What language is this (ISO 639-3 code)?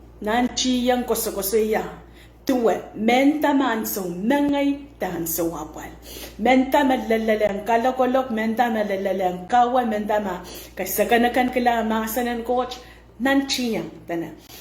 pon